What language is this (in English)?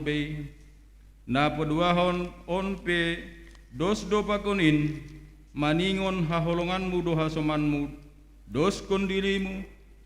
Batak Simalungun